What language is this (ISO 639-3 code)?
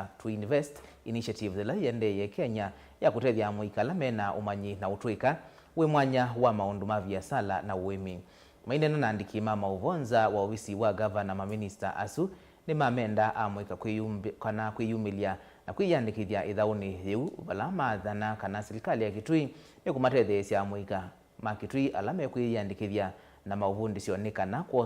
kam